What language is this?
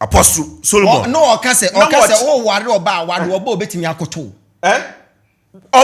Akan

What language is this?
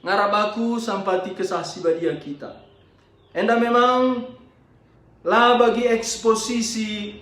Batak Karo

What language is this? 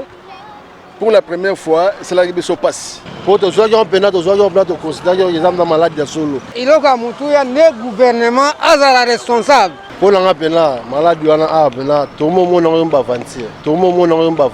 Lingala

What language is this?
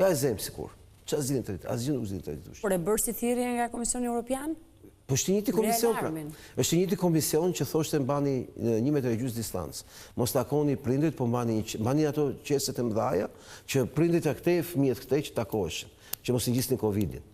Albanian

